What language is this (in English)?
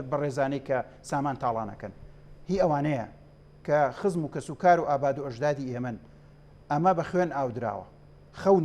Central Kurdish